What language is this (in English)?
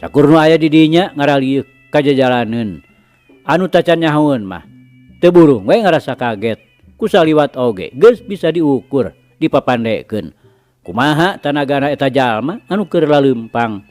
Sundanese